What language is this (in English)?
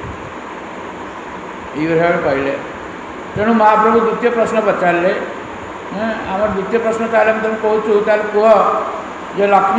Odia